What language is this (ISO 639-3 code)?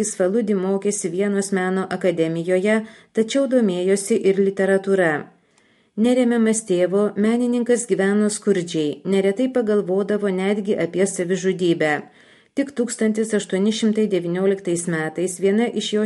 lit